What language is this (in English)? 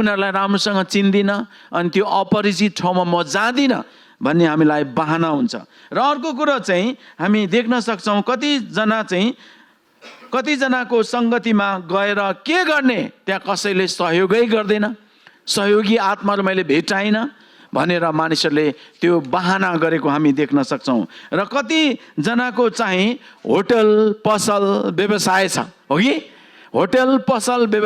Nepali